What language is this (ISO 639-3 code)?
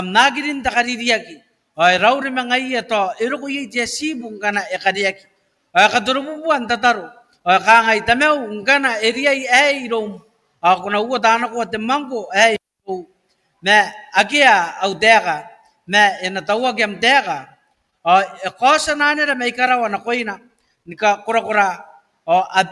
gil